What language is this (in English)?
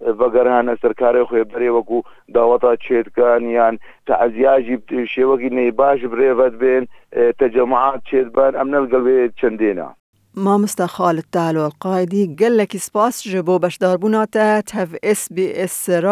Kurdish